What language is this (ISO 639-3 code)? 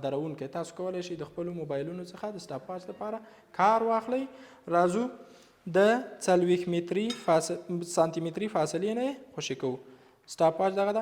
pus